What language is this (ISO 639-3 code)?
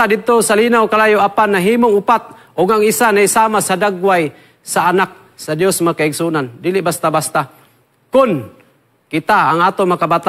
ceb